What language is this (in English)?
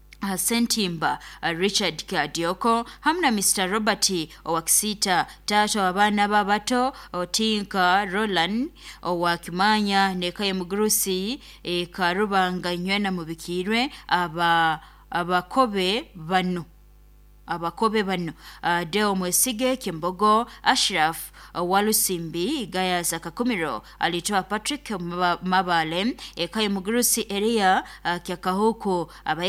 Nyoro